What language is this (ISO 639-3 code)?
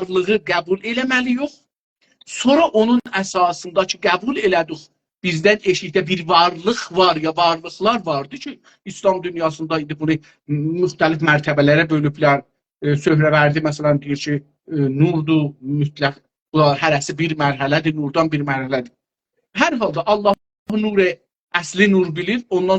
azb